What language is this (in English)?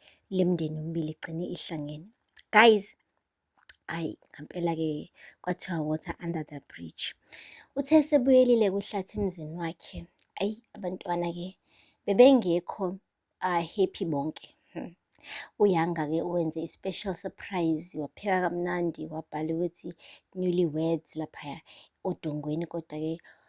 Zulu